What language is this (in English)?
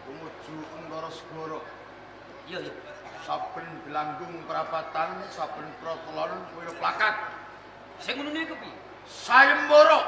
Javanese